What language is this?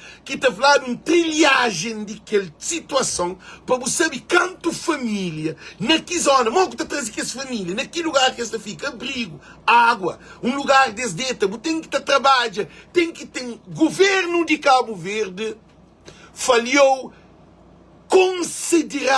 Kabuverdianu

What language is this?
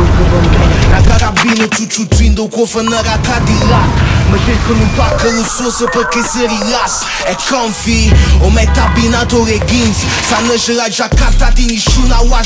Romanian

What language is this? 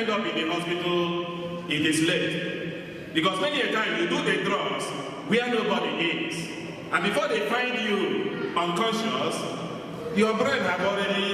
Igbo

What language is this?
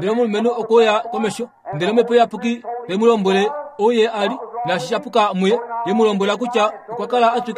Kuanyama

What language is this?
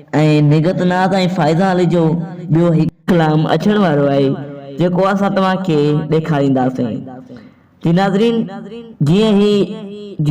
Sindhi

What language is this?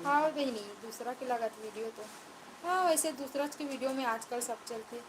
Chhattisgarhi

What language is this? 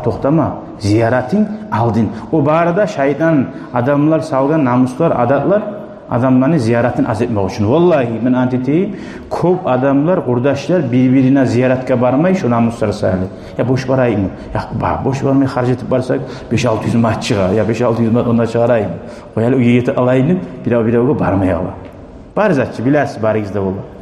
Kumyk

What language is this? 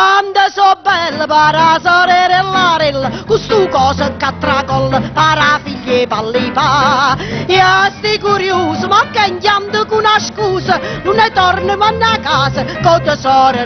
Neapolitan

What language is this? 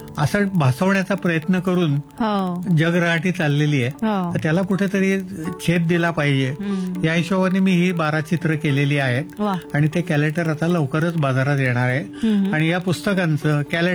Marathi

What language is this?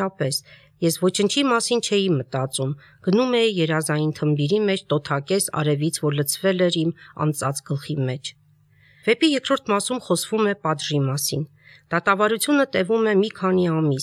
Armenian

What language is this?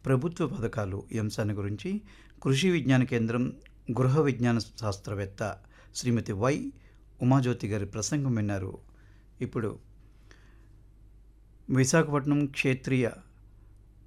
Telugu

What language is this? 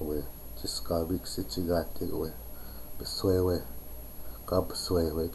Chippewa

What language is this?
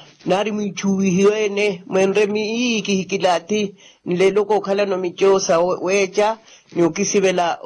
Makhuwa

